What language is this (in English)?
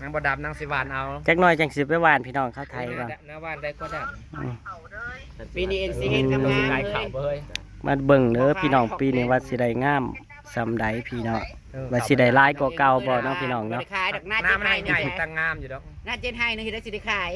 Northeastern Thai